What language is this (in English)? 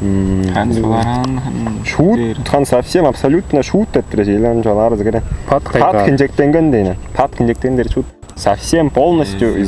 Tuvinian